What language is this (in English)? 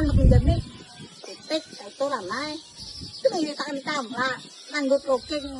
Banjar